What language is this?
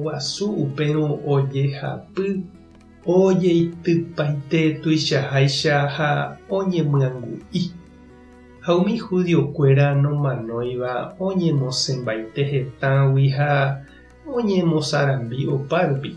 Guarani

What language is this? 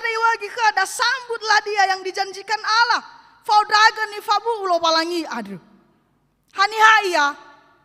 Nias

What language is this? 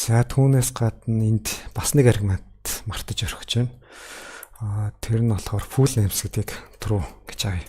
Mongolian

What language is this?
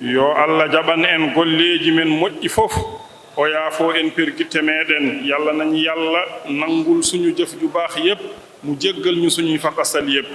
Fula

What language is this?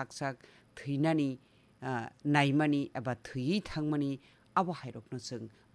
Kok Borok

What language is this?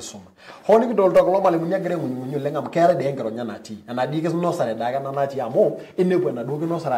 Masai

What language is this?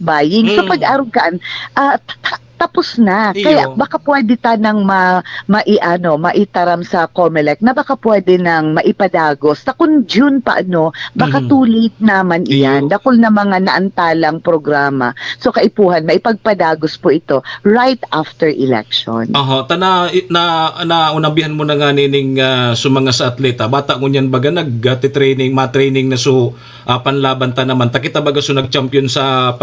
Bikol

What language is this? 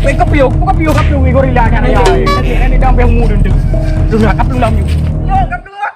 Achinese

